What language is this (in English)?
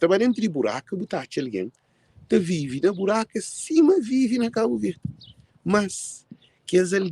Kabuverdianu